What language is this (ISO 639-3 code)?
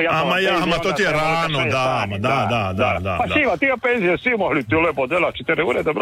hrv